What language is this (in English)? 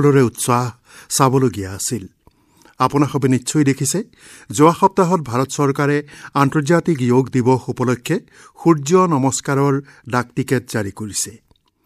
Assamese